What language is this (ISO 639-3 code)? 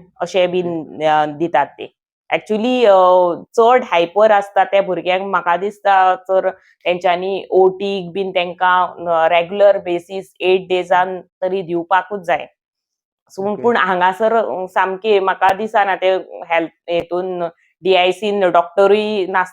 kok